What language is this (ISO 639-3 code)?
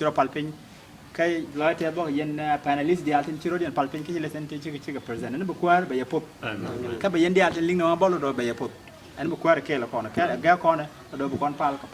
nus